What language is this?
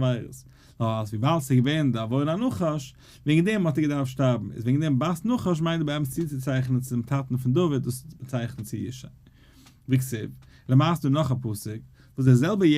Yiddish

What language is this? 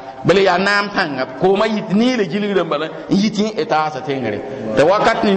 Mossi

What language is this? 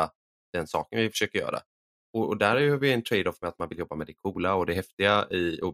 Swedish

